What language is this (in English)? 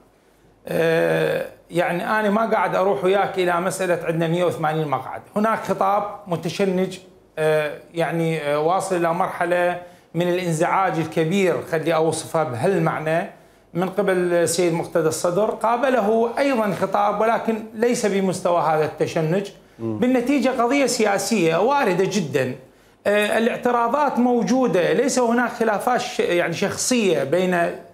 Mesopotamian Arabic